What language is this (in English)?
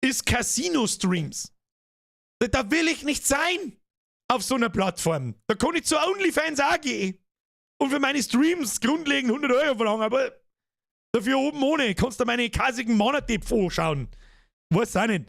Bavarian